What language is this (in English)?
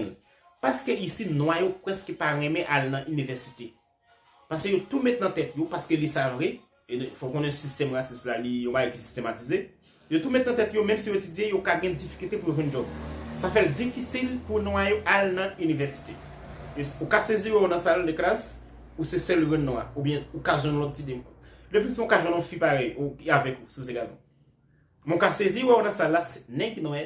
Haitian Creole